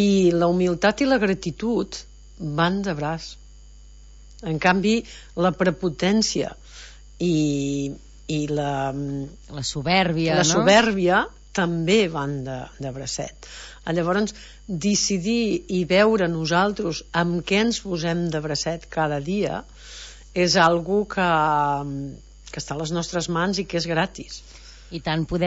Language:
Catalan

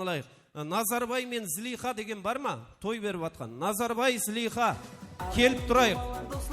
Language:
Kara-Kalpak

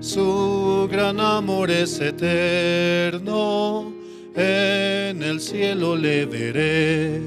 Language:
South Bolivian Quechua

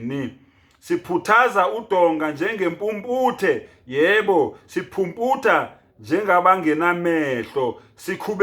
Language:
Zulu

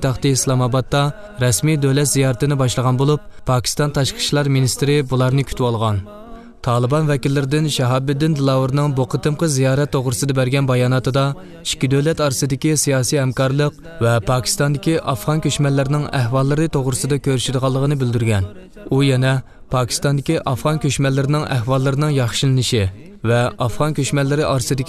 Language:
Uyghur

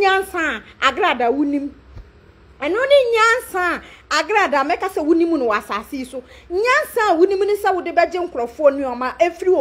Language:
Akan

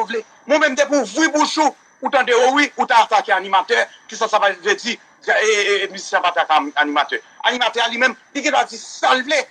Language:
Haitian Creole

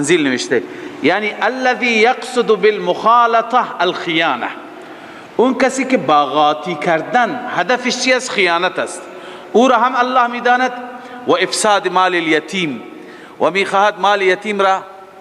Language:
Persian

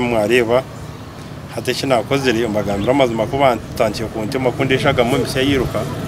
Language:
Nyankole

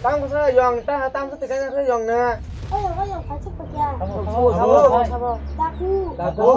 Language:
Kok Borok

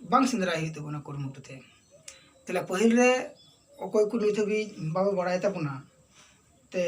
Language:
Santali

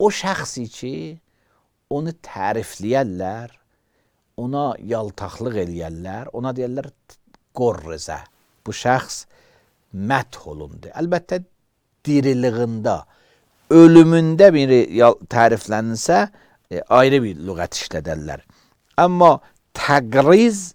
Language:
Azerbaijani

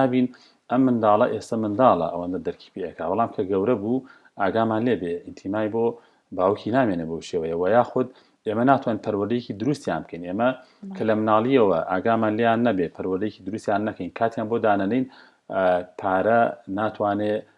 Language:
Central Kurdish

